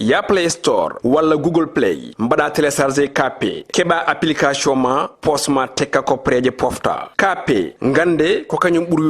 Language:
Fula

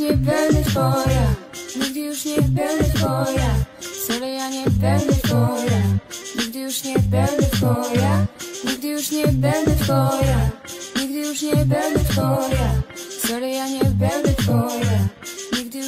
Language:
Polish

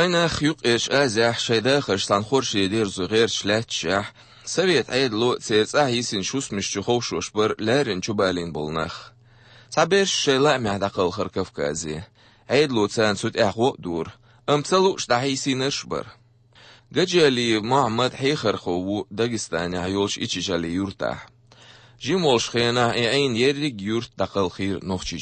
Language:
Chechen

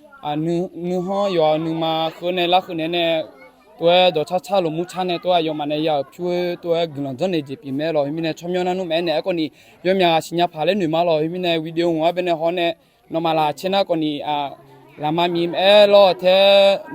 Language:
Akha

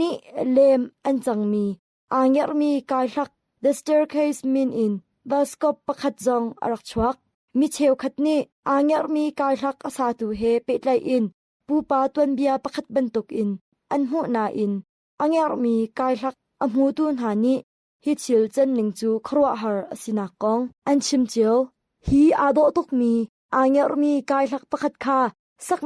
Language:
Hakha Chin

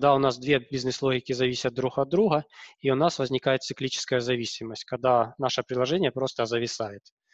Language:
Russian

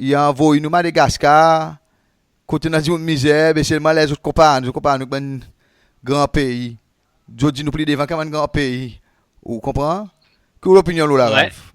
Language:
Seselwa Creole French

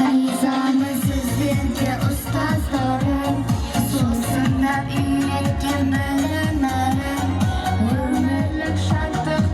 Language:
Kara-Kalpak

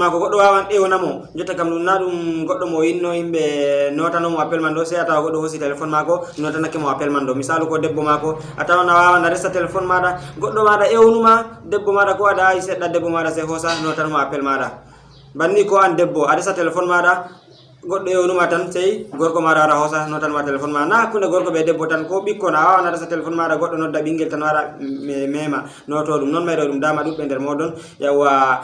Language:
Fula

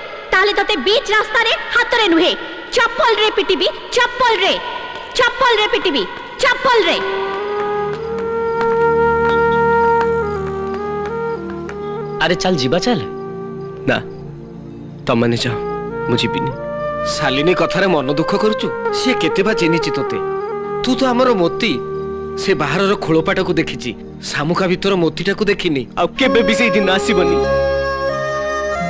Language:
Odia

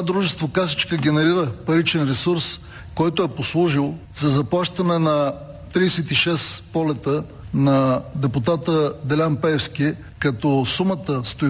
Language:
Bulgarian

